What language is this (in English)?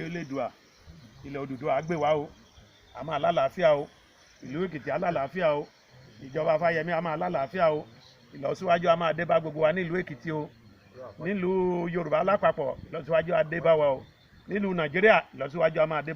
Yoruba